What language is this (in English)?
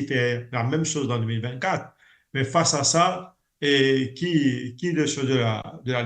Morisyen